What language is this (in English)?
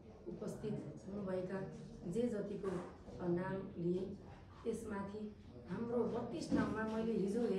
Nepali